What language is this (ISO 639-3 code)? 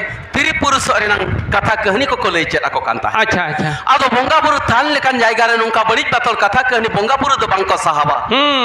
sat